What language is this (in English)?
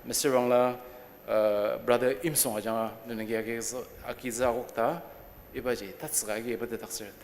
Ao Naga